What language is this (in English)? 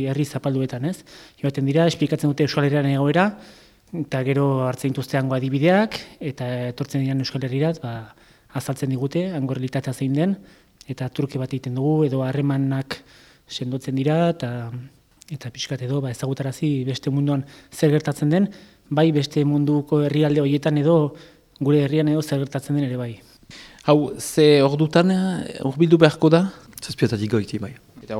Basque